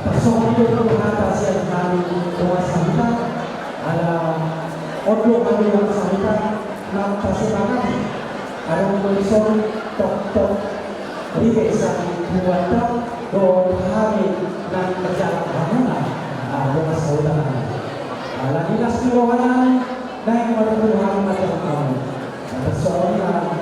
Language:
Batak Toba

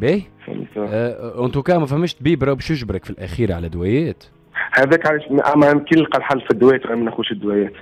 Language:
Tunisian Arabic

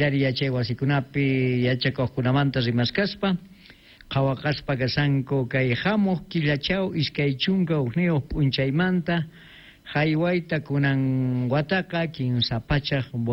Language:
Quechua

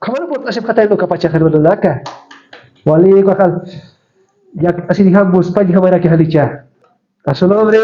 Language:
Aymara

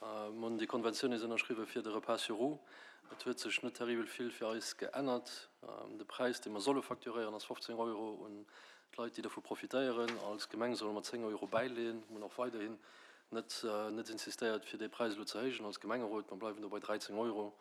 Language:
Luxembourgish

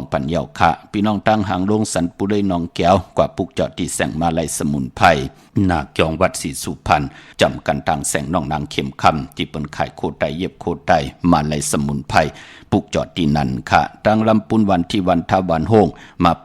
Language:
Shan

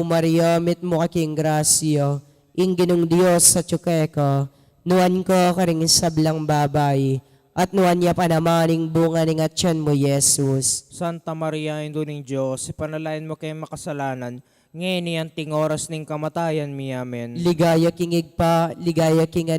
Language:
Pampanga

